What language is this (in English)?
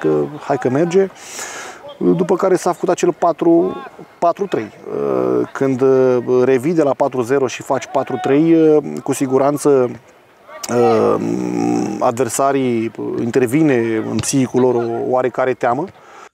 Romanian